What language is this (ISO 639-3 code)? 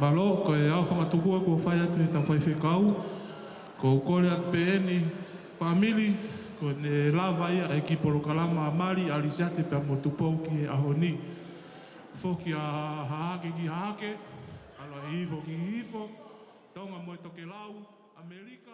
ton